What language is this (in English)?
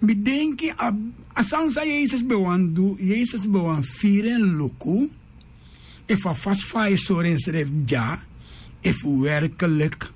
Sranan Tongo